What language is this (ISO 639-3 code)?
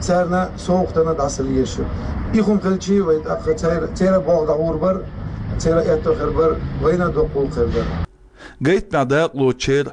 che